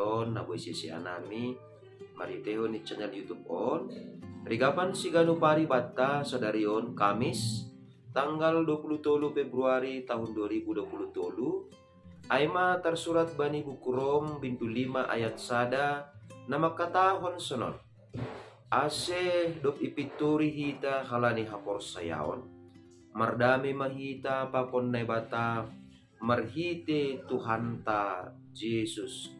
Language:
Batak Simalungun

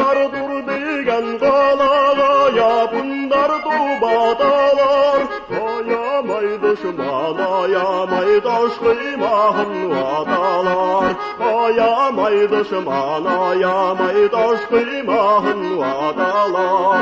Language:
Bashkir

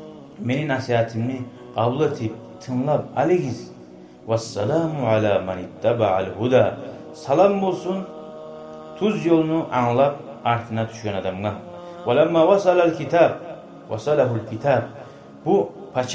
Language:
Kumyk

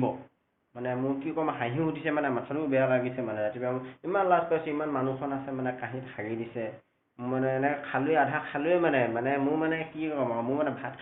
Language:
Assamese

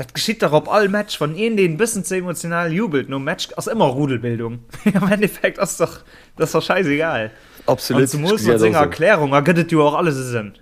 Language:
Luxembourgish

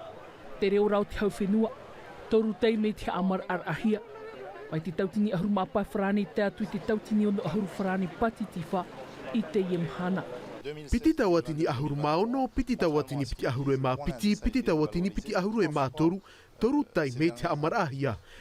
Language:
Tahitian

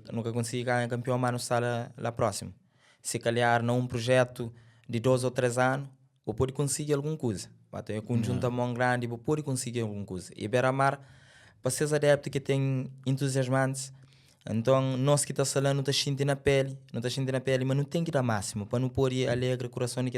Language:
Kabuverdianu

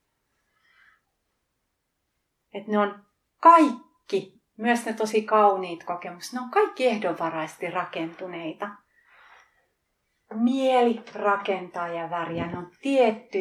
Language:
Finnish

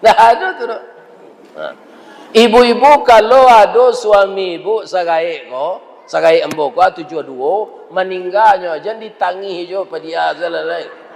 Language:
Minangkabau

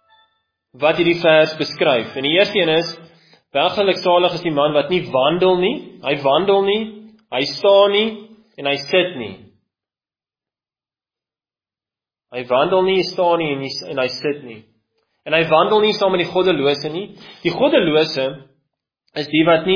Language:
Afrikaans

